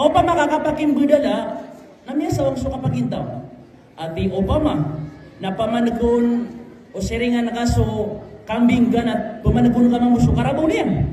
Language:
Maranao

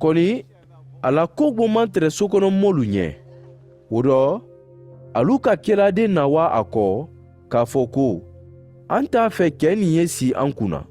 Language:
Mandingo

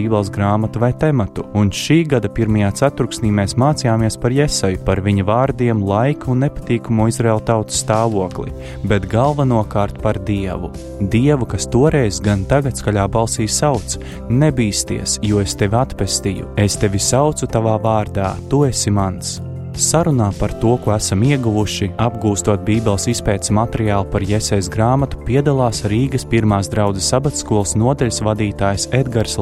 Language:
Latvian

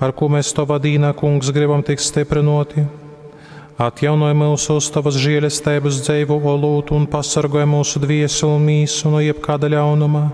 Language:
Latgalian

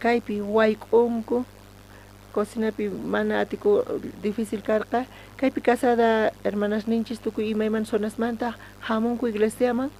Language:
South Bolivian Quechua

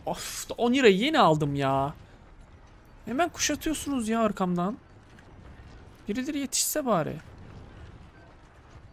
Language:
Turkish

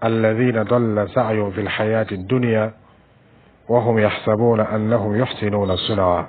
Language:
Dyula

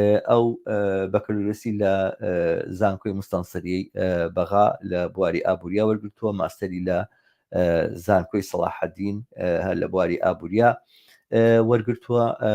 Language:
Central Kurdish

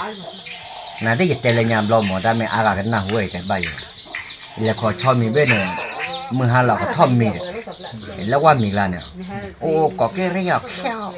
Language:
S'gaw Karen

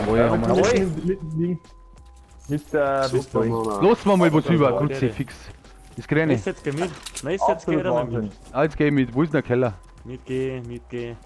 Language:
Bavarian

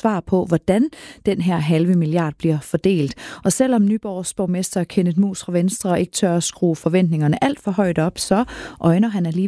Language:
Danish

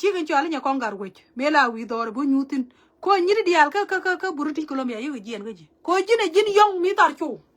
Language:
Nuer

